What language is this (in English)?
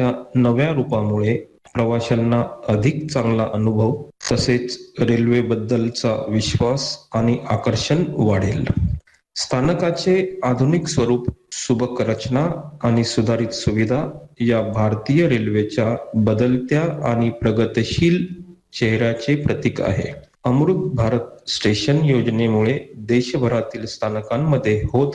Marathi